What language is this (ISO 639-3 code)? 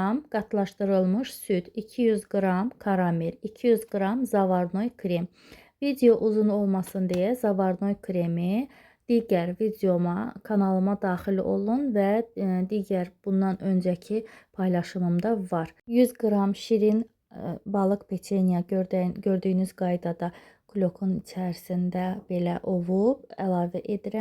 aze